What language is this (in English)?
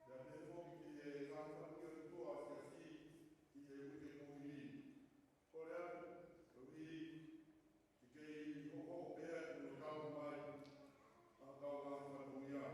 Tongan